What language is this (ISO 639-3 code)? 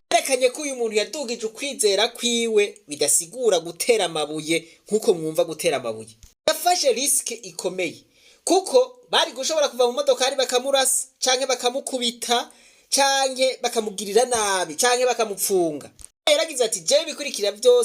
run